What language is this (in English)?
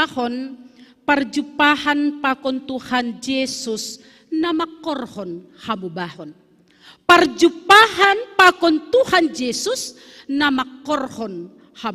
Batak Simalungun